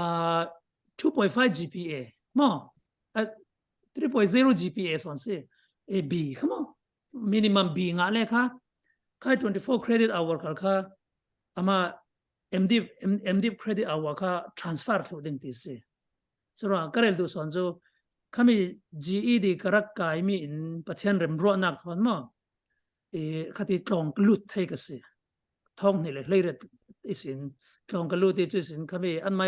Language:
Falam Chin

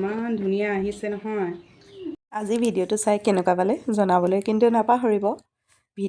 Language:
Assamese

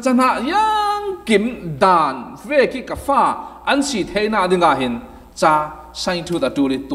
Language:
Falam Chin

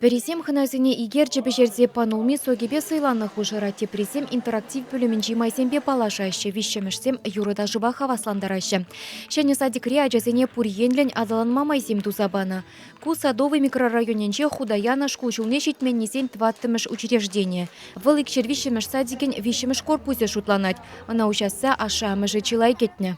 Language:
Chuvash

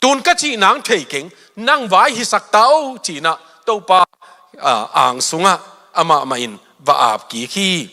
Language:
Tedim Chin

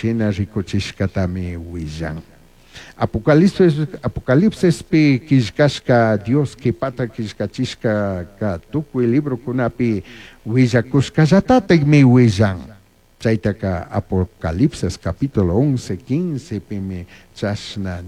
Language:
Chimborazo Highland Quichua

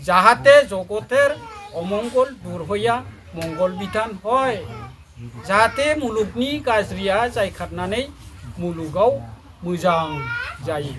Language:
Bodo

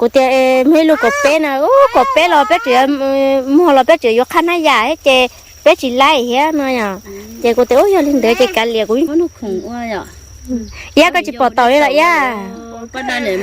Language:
Hmong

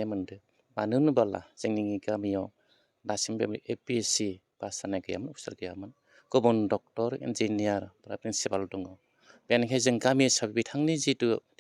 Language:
Bodo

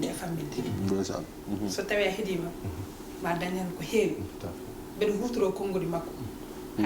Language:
Fula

